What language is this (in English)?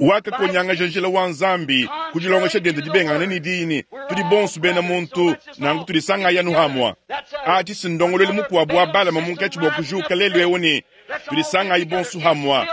Luba-Lulua